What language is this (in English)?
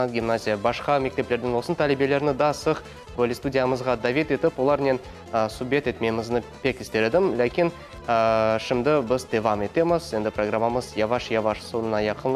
Crimean Tatar